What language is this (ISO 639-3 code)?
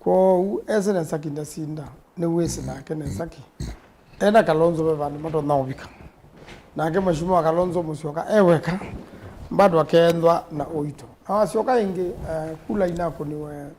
kam